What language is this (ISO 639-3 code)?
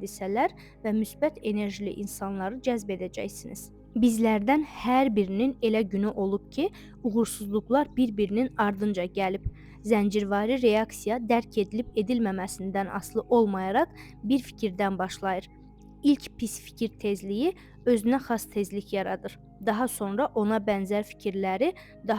aze